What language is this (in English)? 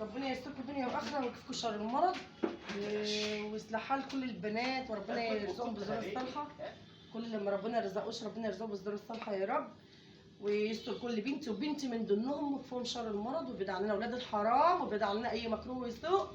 Egyptian Arabic